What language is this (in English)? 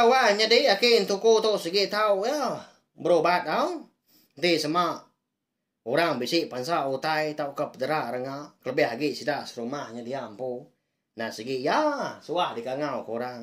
Iban